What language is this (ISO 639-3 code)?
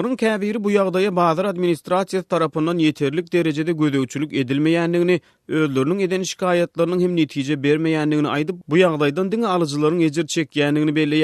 tuk